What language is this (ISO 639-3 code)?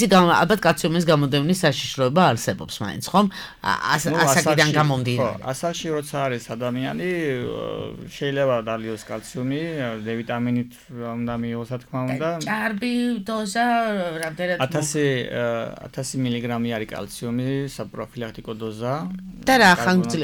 kat